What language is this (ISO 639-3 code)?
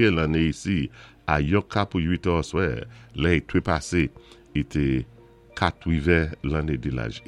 acf